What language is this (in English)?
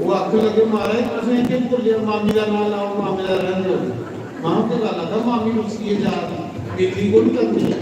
Dogri